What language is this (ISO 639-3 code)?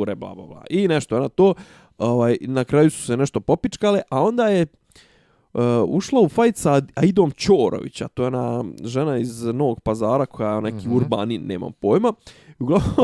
bos